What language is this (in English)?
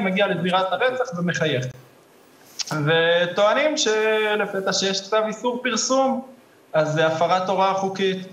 Hebrew